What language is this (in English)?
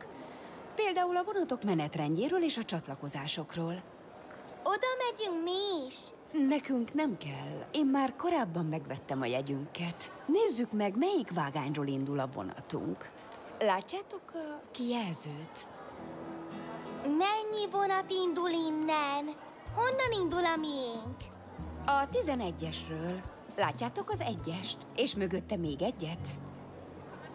Hungarian